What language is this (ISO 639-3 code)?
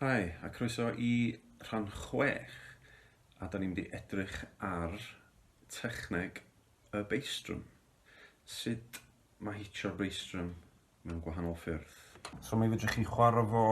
cym